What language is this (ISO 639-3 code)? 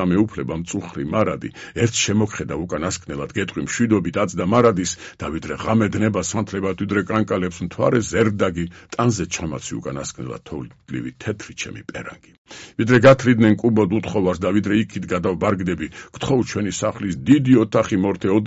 kat